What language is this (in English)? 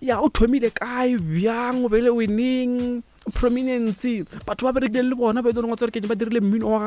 Northern Sotho